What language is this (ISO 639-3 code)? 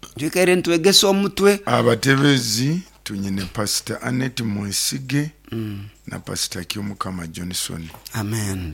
nyo